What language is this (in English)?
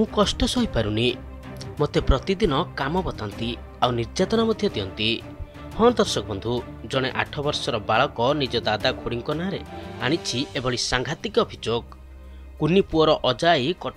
Odia